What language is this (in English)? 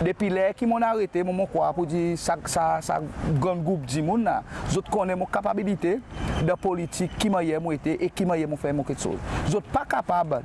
Seselwa Creole French